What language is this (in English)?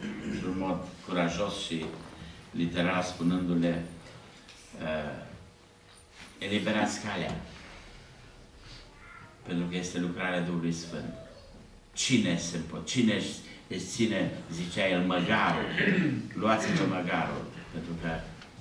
Romanian